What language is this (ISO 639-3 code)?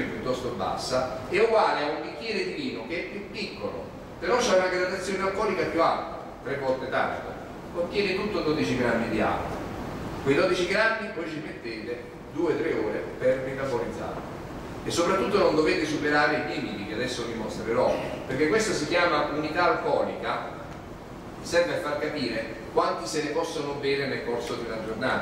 ita